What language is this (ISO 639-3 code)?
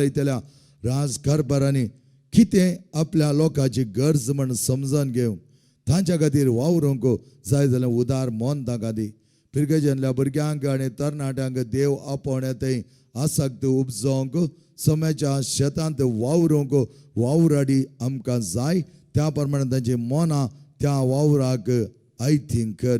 kok